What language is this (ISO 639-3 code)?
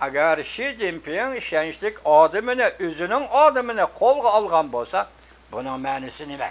uig